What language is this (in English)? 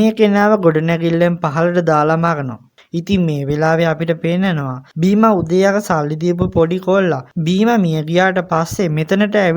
Sinhala